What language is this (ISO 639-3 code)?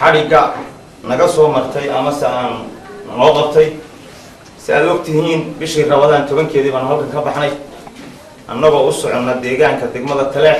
som